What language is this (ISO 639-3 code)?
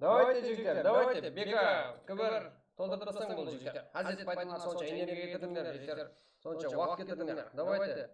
kaa